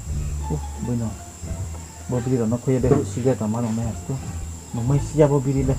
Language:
Riang (India)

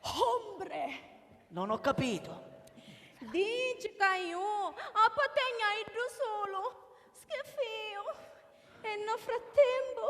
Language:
Sicilian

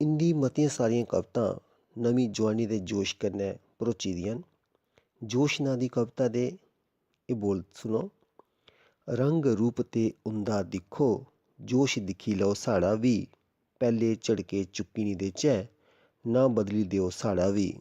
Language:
Dogri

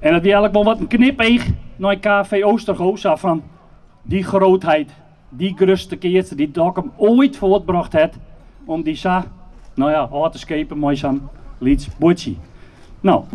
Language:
Western Frisian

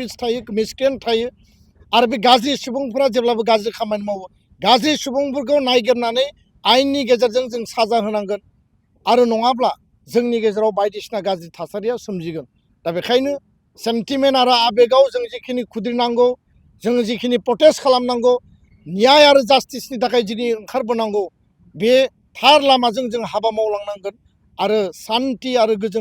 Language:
Bodo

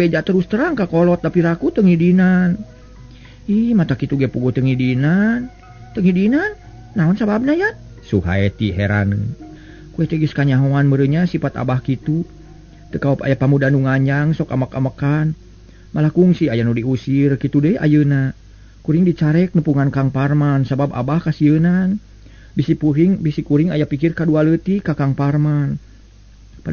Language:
Sundanese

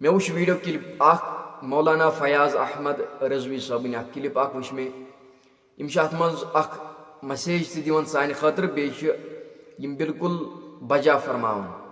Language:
Kashmiri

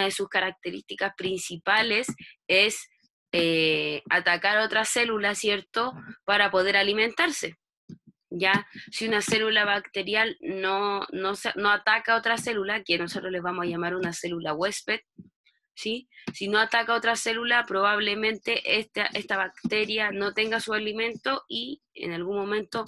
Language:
Spanish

